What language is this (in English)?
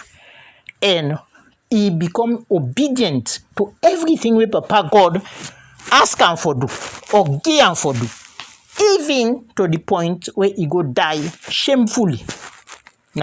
Krio